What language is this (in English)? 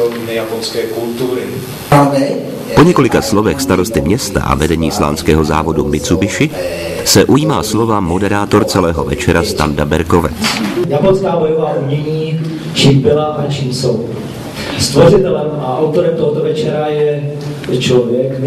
Czech